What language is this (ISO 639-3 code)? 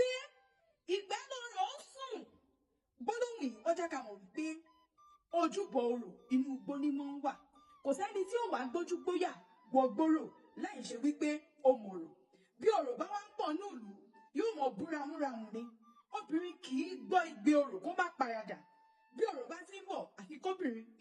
yor